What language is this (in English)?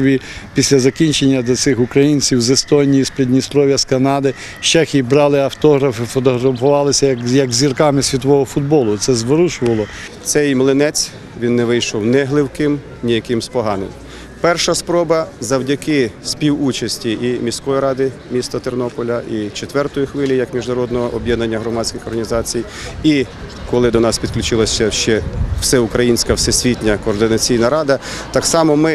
Ukrainian